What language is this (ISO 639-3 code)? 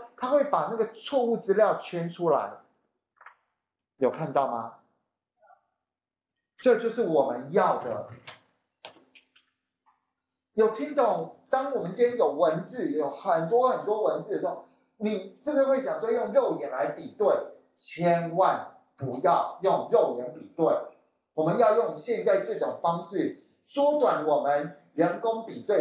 zho